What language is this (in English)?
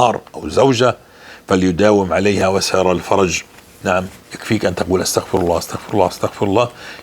North Levantine Arabic